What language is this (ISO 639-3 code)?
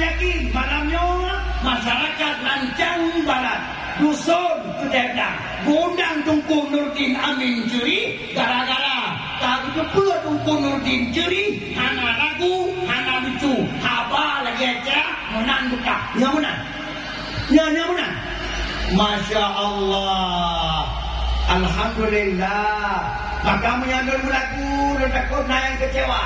ace